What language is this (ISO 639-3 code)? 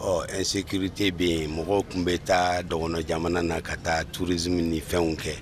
bam